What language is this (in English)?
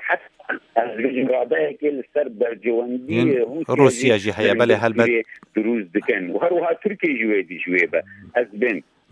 Kurdish